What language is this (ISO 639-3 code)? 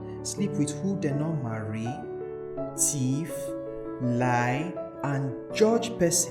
pcm